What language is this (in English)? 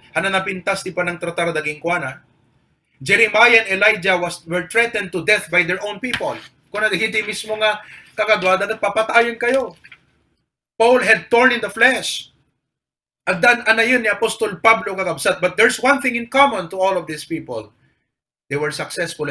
Iloko